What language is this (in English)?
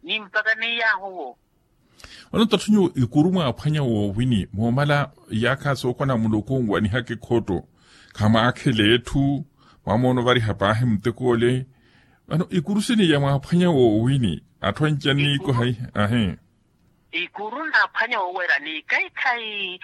Makhuwa